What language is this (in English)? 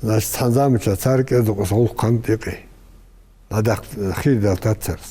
Ingush